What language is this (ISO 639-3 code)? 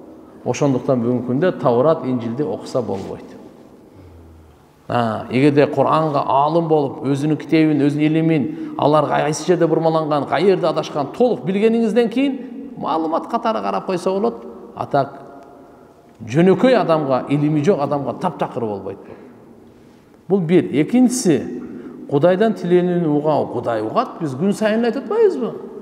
kir